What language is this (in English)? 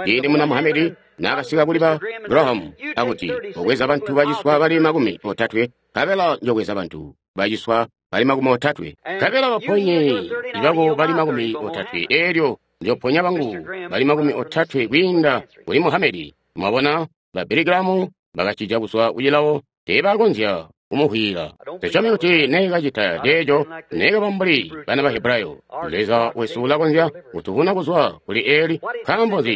Tonga (Zambia)